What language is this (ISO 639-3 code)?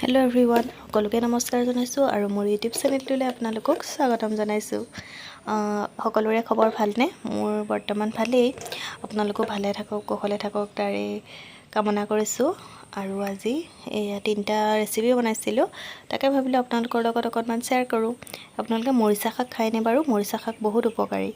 asm